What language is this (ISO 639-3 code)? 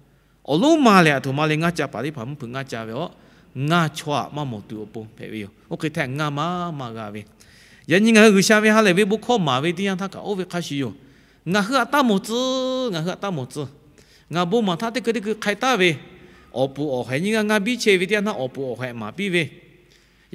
lhu